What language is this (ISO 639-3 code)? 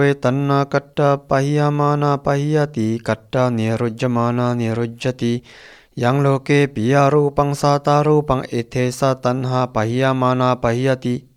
pli